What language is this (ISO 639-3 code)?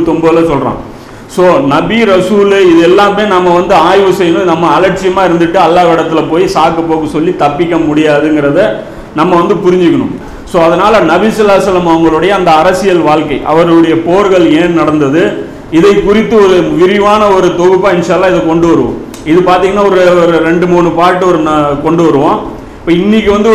tam